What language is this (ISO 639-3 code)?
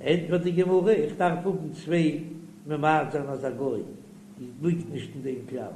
yid